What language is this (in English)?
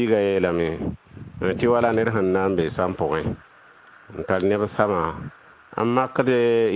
Mossi